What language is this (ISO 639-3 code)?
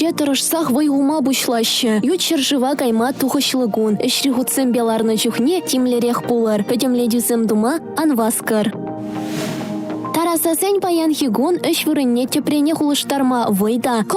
chv